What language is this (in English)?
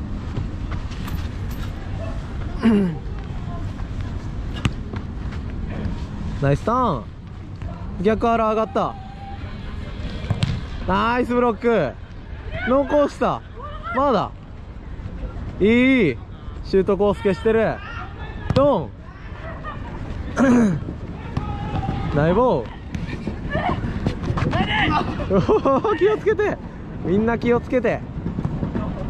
Japanese